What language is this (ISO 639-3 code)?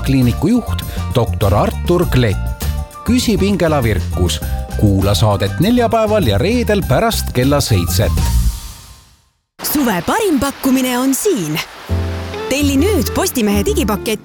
est